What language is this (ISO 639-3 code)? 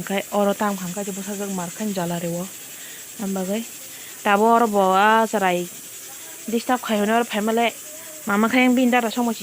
trp